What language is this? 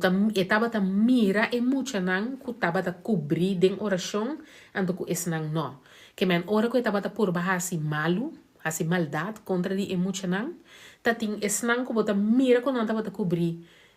Papiamento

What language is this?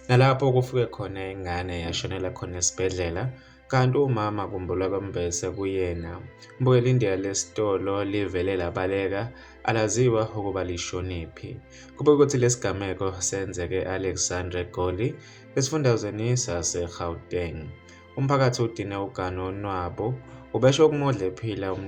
Zulu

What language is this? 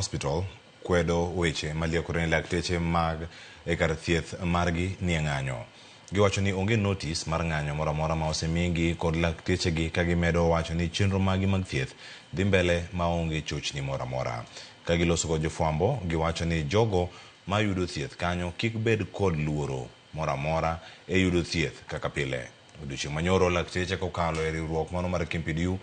Luo (Kenya and Tanzania)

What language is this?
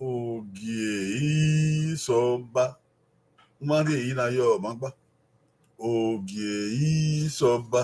Bini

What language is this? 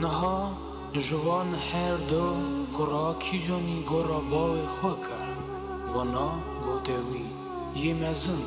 Kurdish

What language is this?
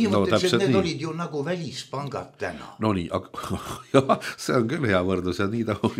Estonian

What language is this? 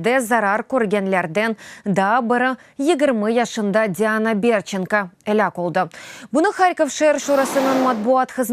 Crimean Tatar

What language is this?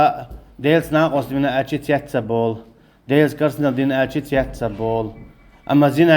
Chechen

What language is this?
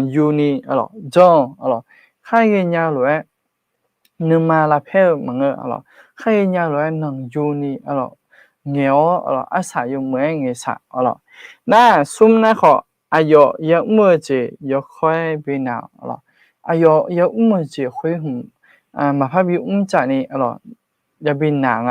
Akha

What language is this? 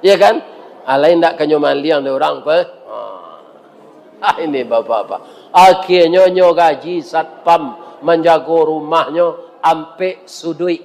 Minangkabau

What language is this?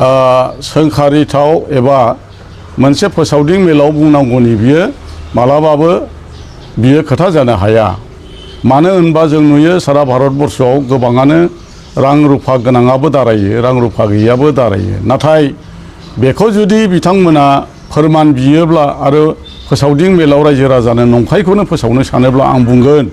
Bodo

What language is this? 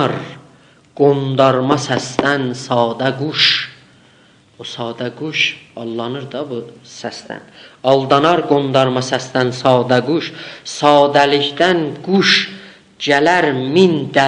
South Azerbaijani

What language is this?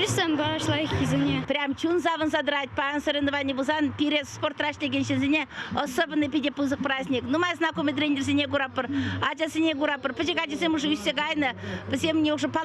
Chuvash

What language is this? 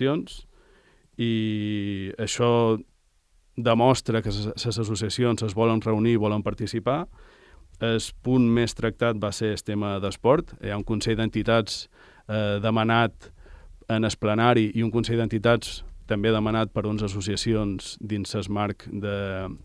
Catalan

